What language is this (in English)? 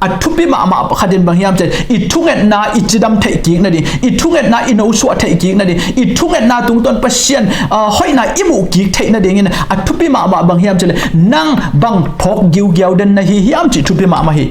Tedim Chin